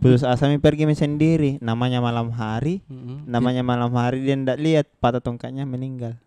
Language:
Makassar Malay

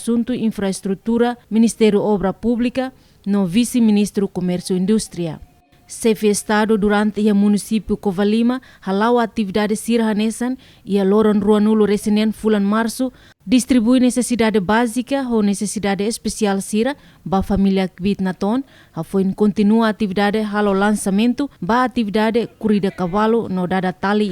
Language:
Tetum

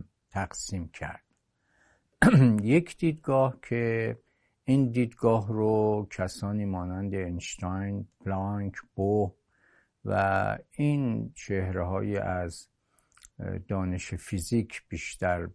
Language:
Persian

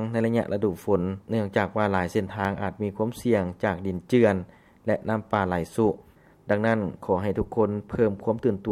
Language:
Lao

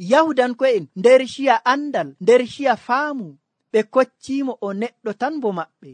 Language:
Nigerian Fulfulde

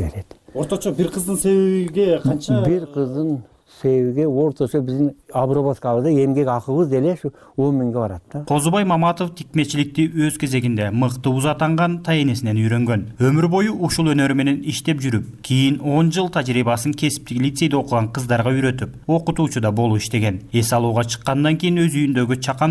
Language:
Kyrgyz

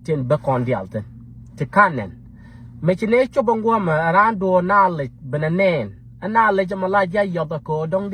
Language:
Nuer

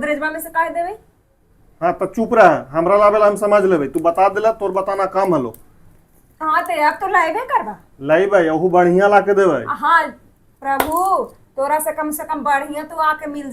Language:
Magahi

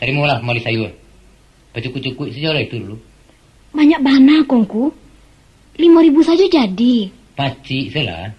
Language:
Minangkabau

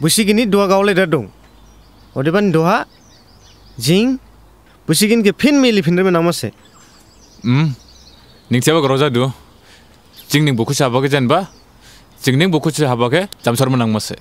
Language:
Dimasa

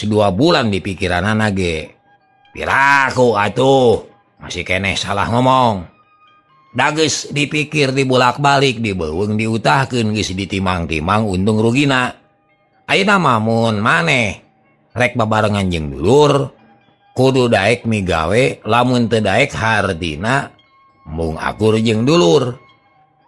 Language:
Sundanese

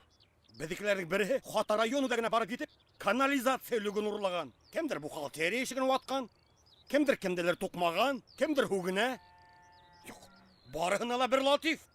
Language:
Bashkir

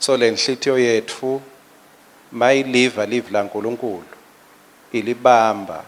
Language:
Swati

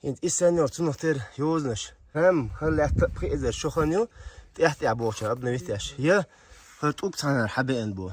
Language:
Chechen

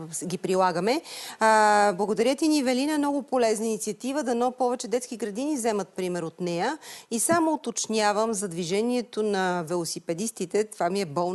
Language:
Bulgarian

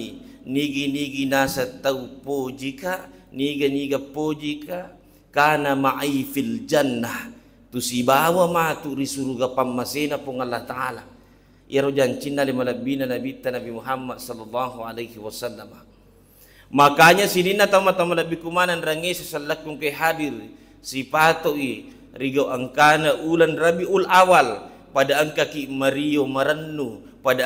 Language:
Buginese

